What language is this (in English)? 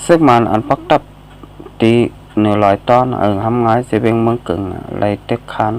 Shan